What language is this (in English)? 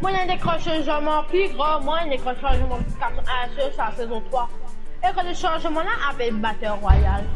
Morisyen